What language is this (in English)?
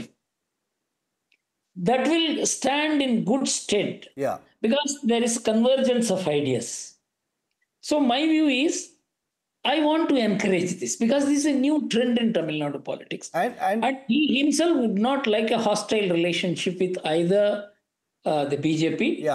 English